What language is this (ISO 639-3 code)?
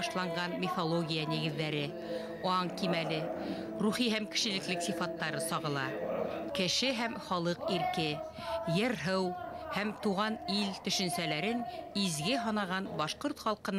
bak